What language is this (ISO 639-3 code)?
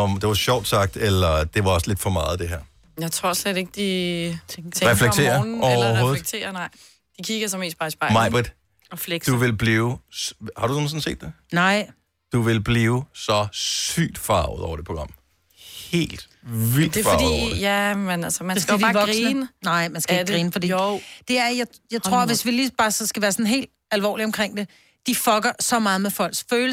dan